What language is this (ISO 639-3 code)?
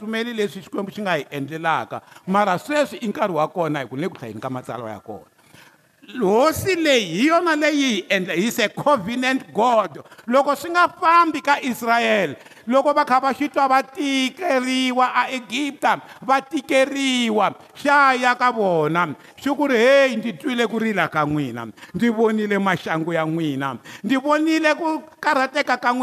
tso